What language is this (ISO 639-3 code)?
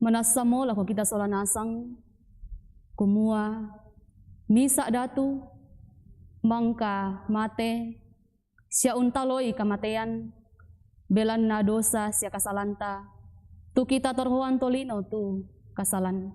sda